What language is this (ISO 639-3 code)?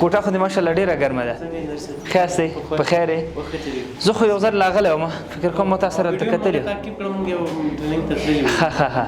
pus